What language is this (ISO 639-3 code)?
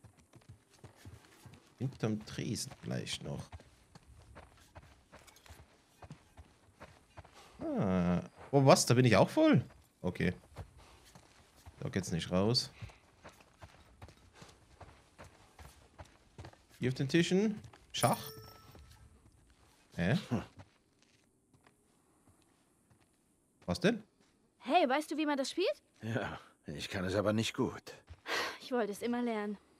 deu